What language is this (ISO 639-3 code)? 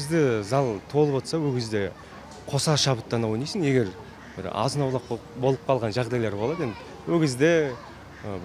kaz